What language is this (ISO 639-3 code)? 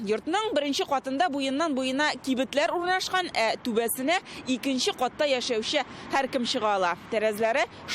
tat